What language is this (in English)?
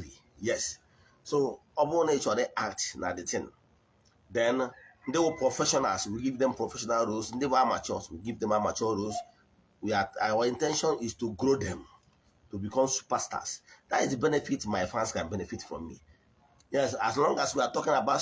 Igbo